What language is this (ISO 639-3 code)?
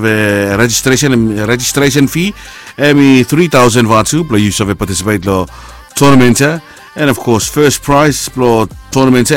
bis